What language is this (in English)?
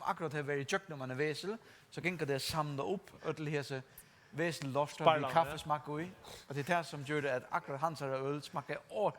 Faroese